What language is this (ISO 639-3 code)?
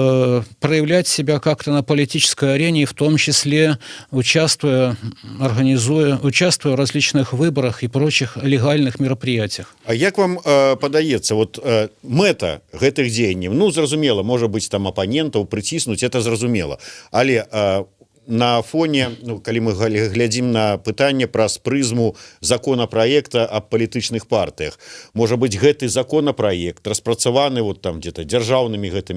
bel